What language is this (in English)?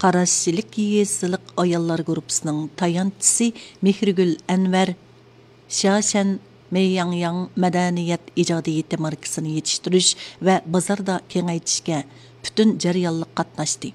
Uyghur